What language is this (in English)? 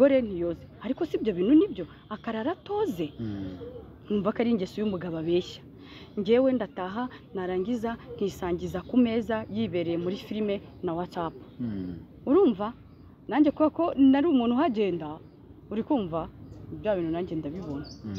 Kinyarwanda